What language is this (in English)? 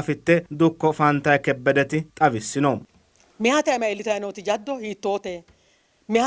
Sidamo